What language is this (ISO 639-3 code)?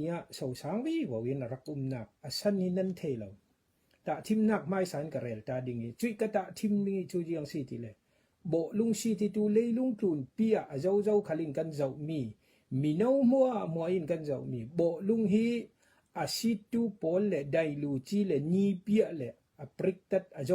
cfm